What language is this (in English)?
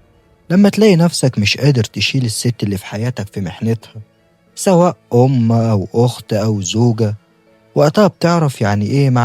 Egyptian Arabic